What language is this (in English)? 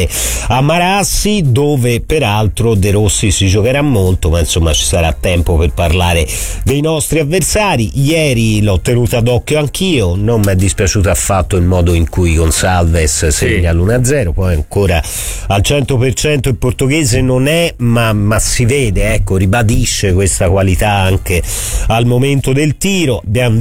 Italian